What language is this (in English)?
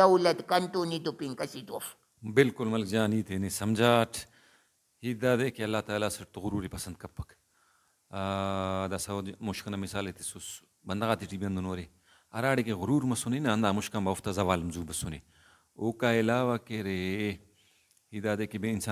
Brahui